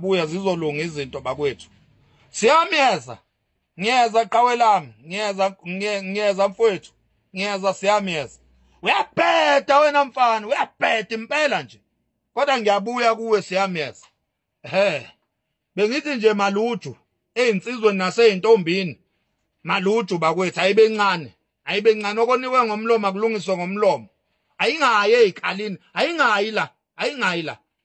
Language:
Zulu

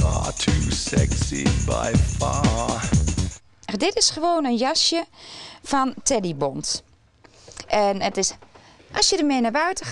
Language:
Western Frisian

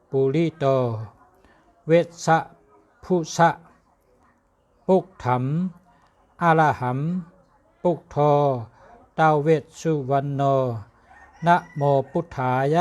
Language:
Shan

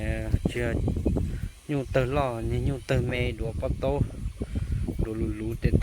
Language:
Hmong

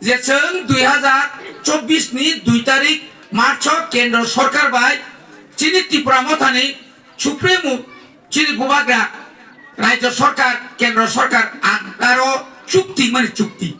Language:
Kok Borok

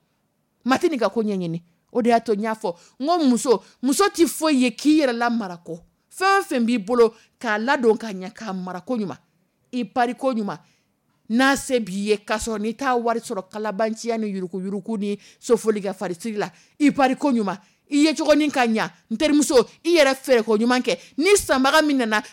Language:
Dyula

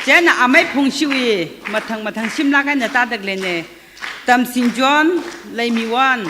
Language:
Tangkhul Naga (India)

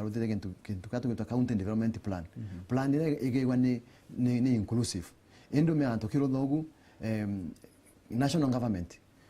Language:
Meru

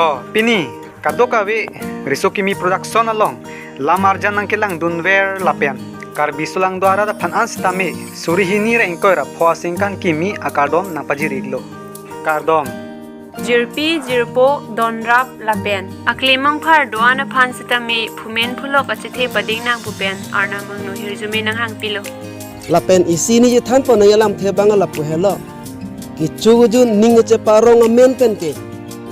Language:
Karbi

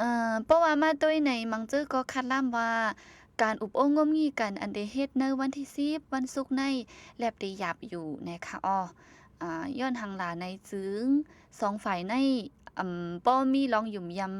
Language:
Shan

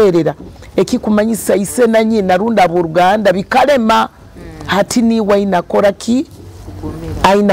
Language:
Nyoro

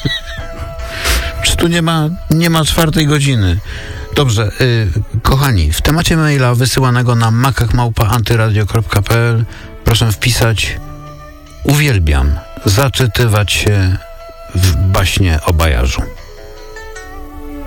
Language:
Polish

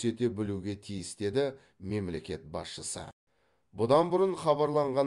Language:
Kazakh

